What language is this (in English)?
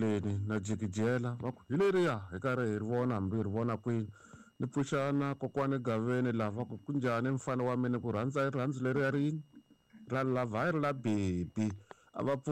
Tsonga